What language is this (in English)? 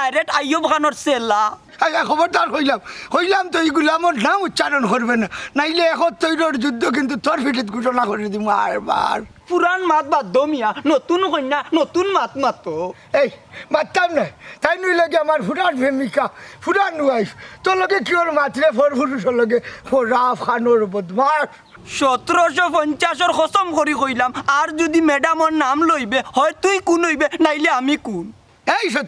Sylheti